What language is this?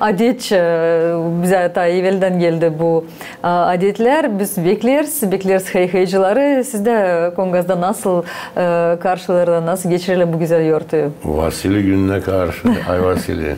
Gagauz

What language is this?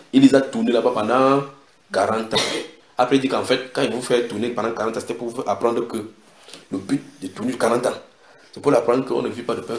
French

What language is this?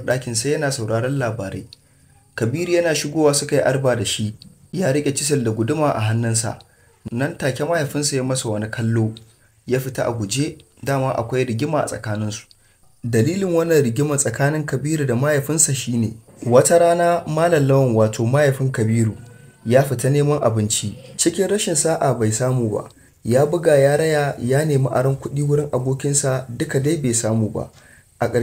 Hausa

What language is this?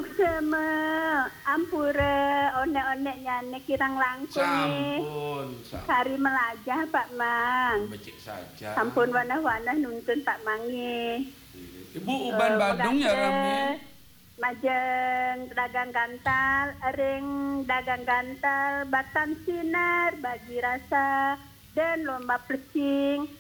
Balinese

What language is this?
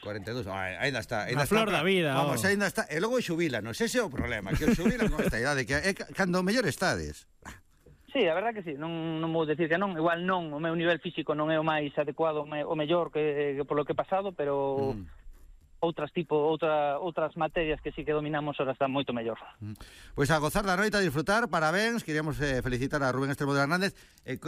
Galician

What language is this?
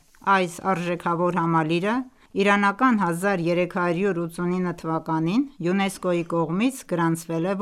Armenian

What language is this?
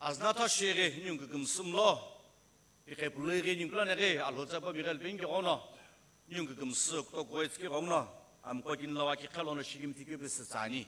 Sumi Naga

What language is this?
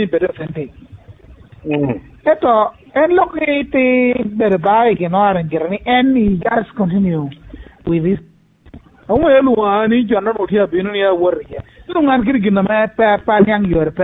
Lango (Uganda)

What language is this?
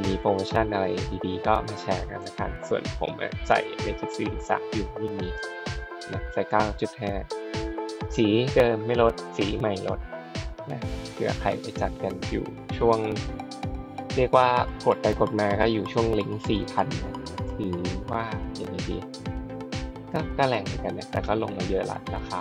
Thai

